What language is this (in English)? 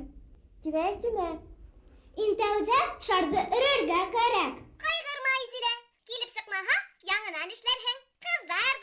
Bashkir